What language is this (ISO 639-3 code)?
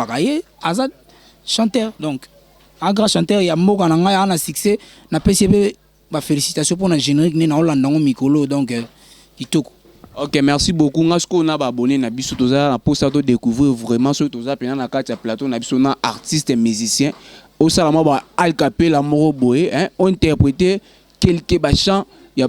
lin